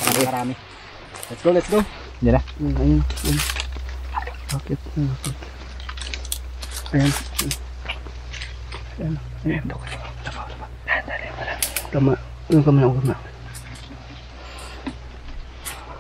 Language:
Filipino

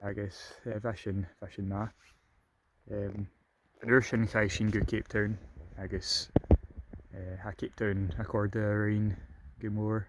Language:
Scottish Gaelic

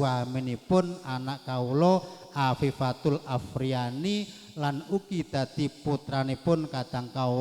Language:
Javanese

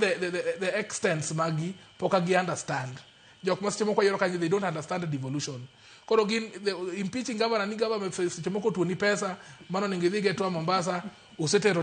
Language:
Luo (Kenya and Tanzania)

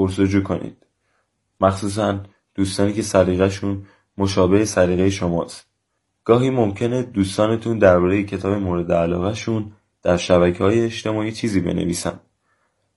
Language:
Persian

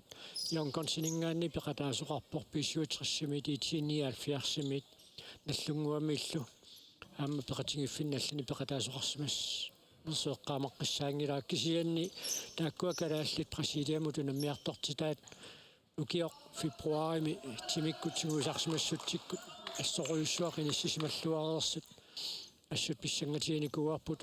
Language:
Kalaallisut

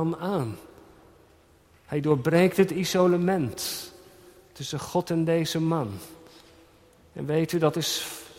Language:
Dutch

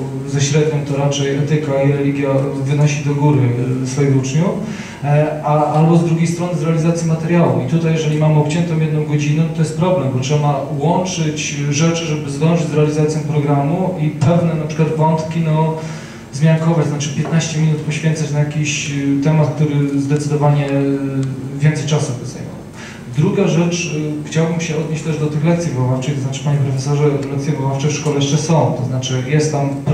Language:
Polish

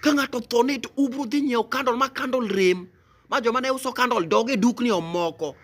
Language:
Luo (Kenya and Tanzania)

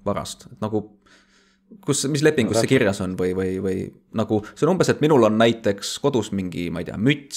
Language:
Estonian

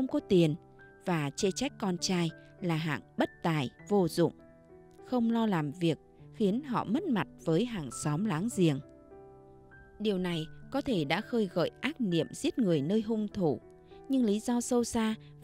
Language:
Vietnamese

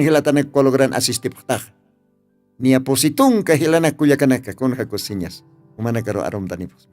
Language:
Aymara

